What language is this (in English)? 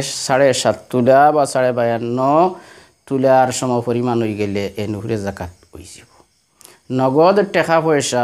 Sylheti